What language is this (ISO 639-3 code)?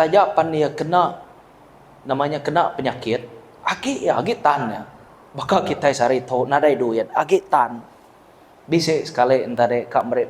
iba